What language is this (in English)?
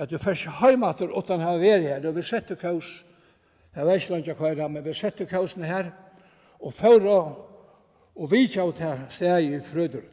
Faroese